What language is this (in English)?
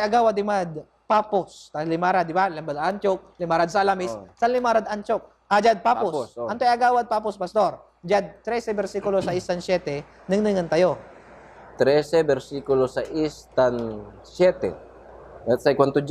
Pangasinan